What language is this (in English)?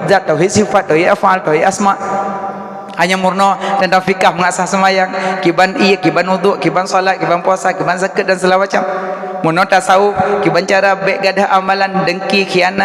Achinese